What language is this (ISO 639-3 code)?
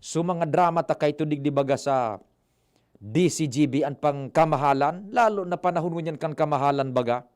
bik